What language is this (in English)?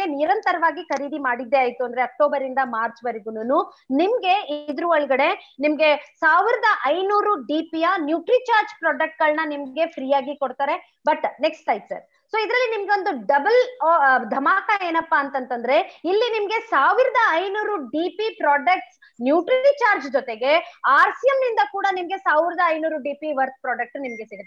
Kannada